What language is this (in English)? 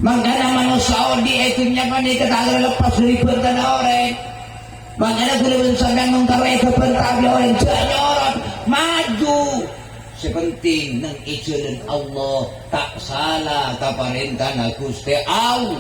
Madurese